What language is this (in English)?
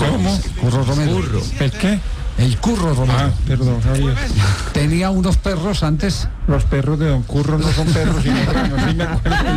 Spanish